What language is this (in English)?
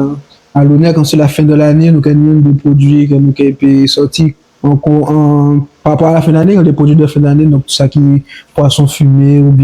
Guadeloupean Creole French